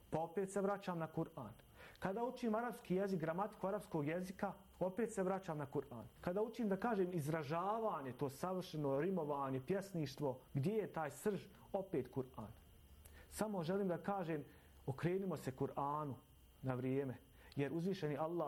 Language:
Bosnian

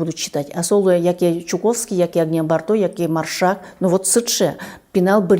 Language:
Udmurt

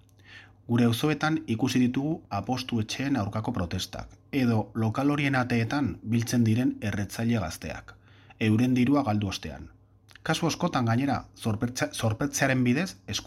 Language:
Basque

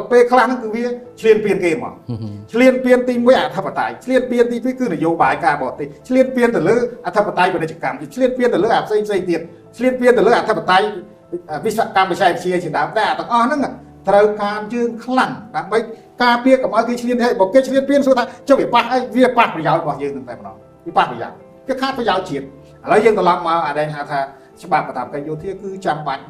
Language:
Khmer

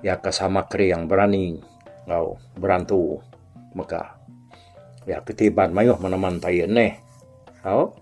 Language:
Iban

